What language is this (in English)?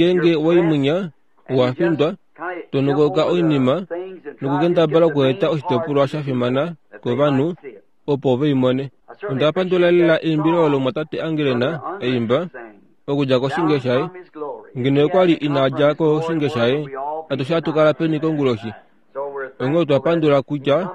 Kuanyama